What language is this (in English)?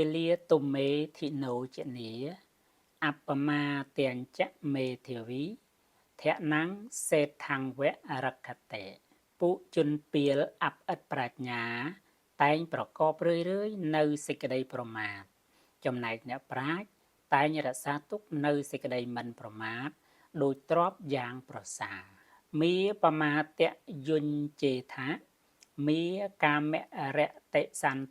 Khmer